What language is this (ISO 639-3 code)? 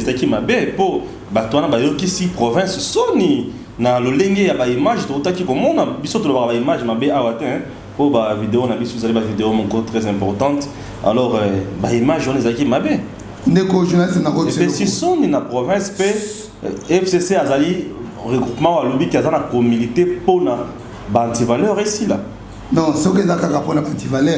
lin